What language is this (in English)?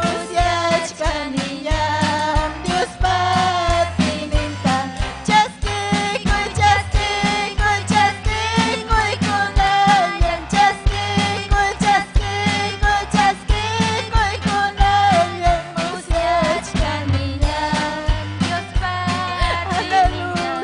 Ayacucho Quechua